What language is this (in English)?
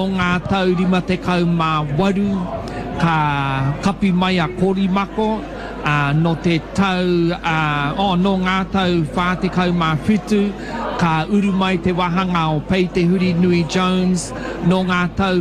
Māori